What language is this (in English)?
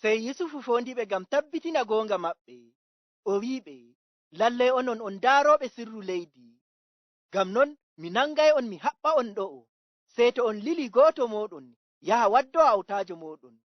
Fula